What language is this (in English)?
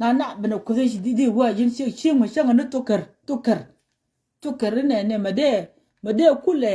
Nuer